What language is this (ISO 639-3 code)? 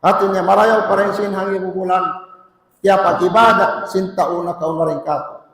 tsg